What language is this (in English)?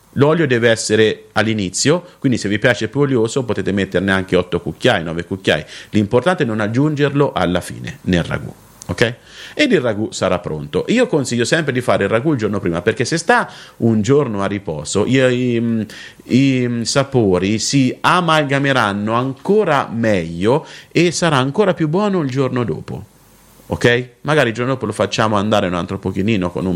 Italian